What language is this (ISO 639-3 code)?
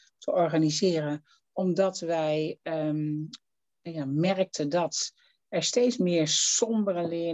nld